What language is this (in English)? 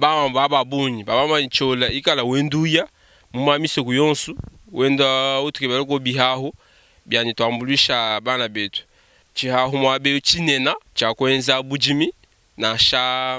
Luba-Lulua